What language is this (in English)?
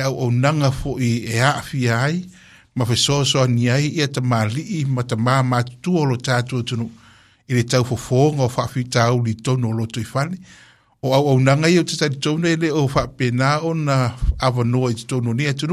Samoan